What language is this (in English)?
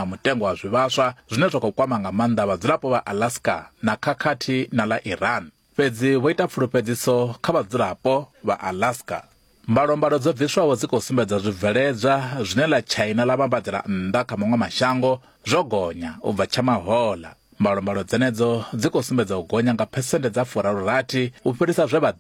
Venda